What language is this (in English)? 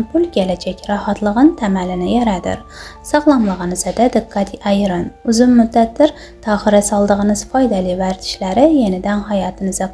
Azerbaijani